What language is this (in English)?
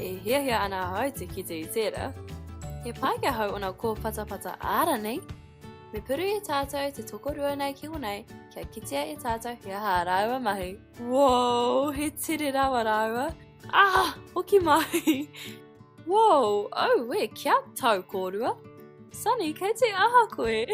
Māori